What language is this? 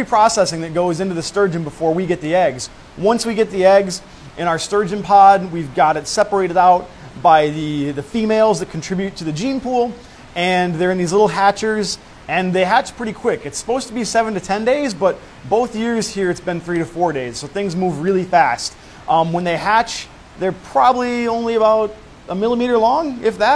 English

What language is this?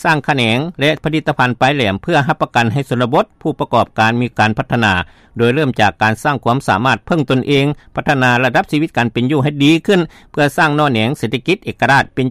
Lao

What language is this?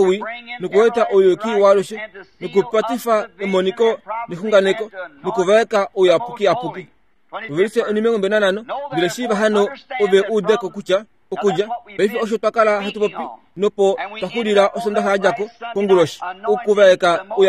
Kuanyama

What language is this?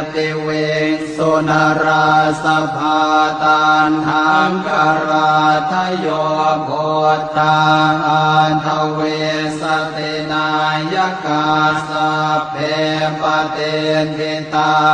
Pali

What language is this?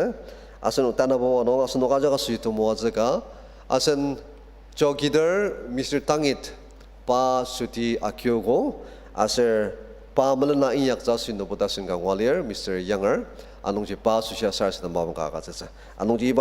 Ao Naga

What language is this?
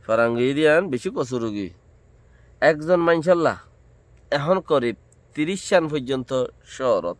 Rohingya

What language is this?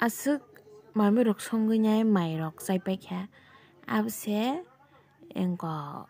Kok Borok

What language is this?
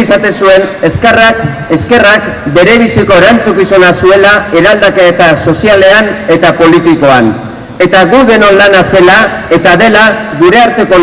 Basque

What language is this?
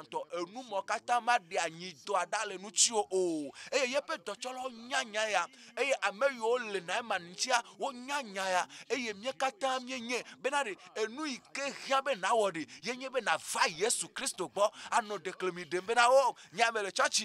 Ewe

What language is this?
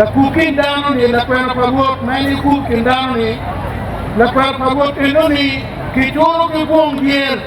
Acoli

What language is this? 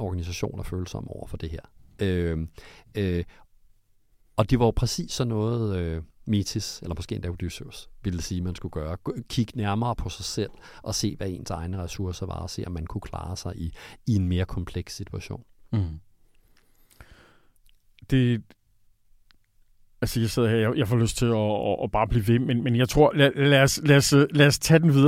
Danish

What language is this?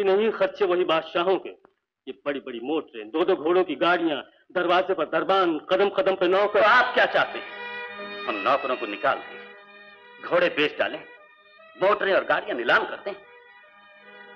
Hindi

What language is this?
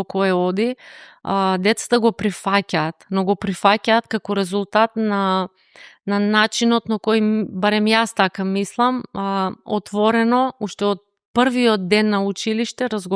Macedonian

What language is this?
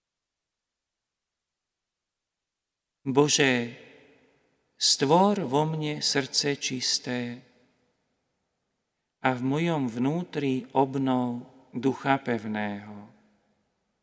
Slovak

